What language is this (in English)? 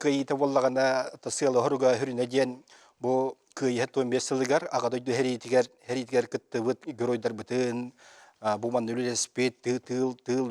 Yakut